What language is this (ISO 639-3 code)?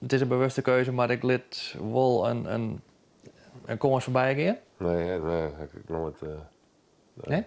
fry